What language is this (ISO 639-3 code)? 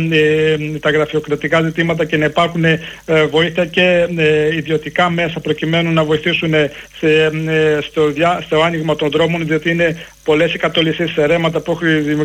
ell